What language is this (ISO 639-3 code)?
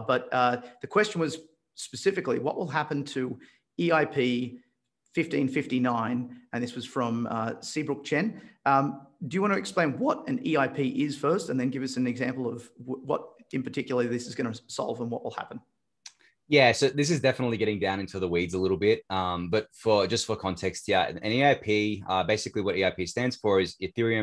eng